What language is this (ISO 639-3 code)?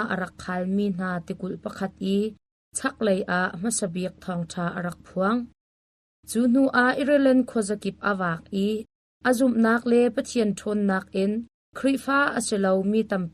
cnh